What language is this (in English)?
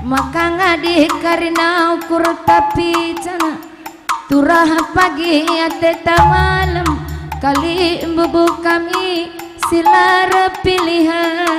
Batak Karo